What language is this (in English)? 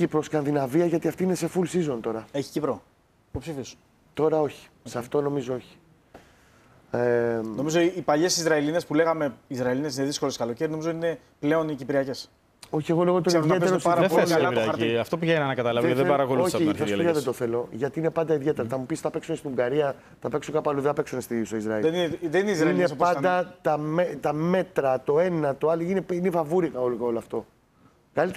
Greek